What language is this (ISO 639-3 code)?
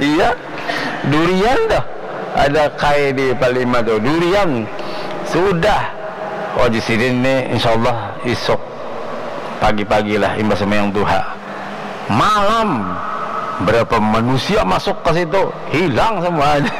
bjn